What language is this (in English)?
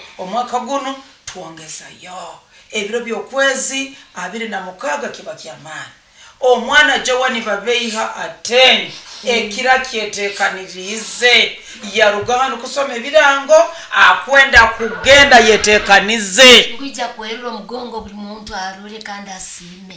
Nyoro